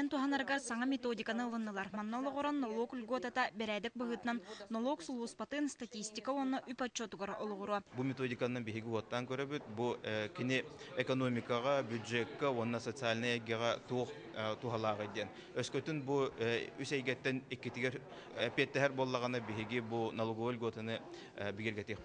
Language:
Yakut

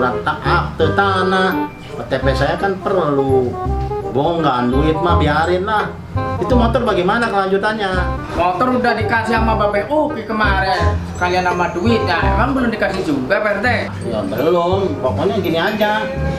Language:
Betawi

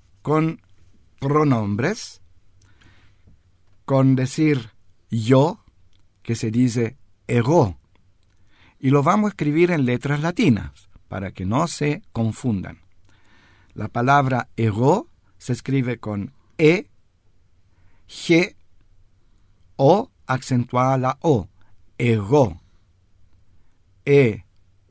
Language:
Spanish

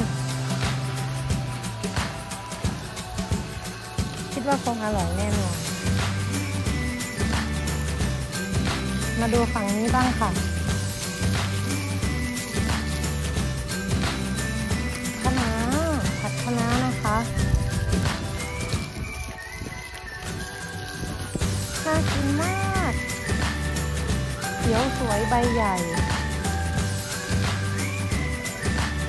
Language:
Thai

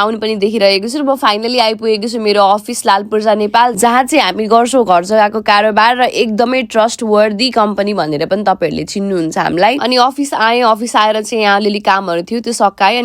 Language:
Nepali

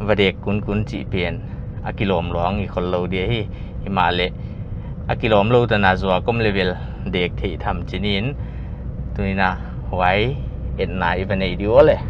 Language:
Paite Chin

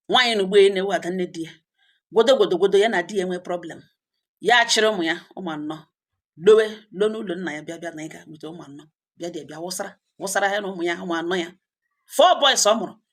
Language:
Igbo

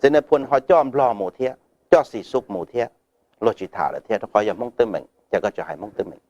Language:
Hmong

